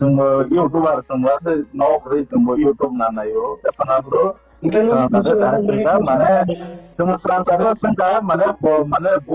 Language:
Riang (India)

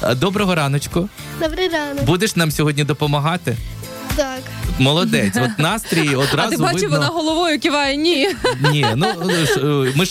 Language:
Ukrainian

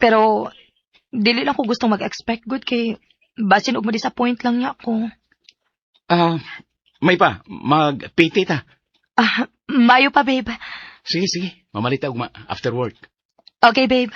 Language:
Cebuano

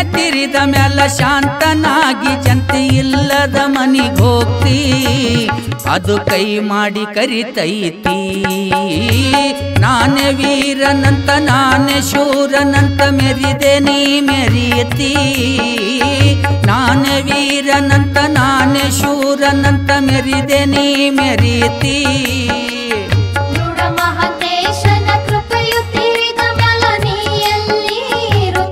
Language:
Kannada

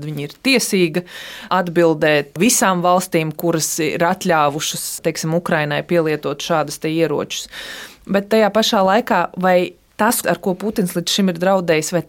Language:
Latvian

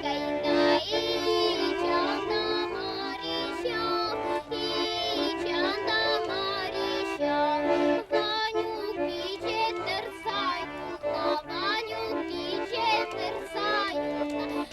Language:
Chuvash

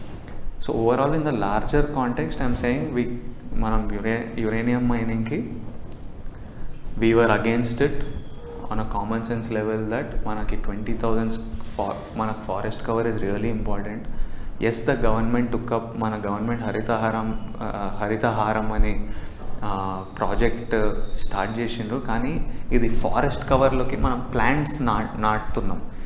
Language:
Telugu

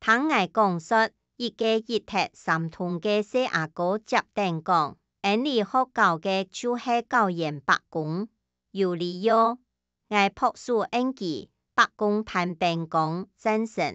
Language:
Hakka Chinese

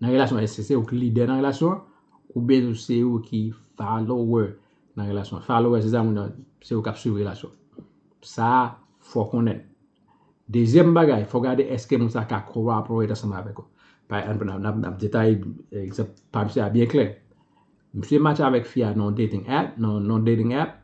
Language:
Haitian Creole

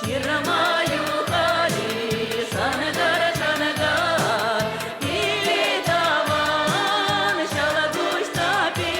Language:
Chuvash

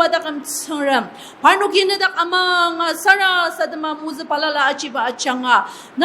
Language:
Ao Naga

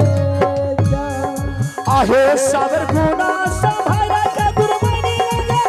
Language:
Angika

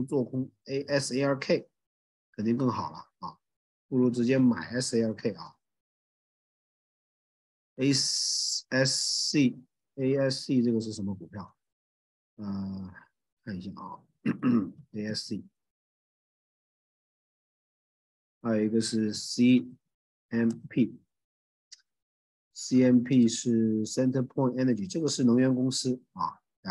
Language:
Chinese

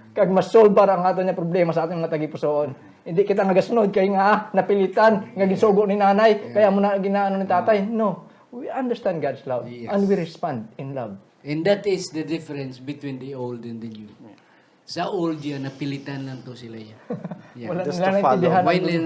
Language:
Hiligaynon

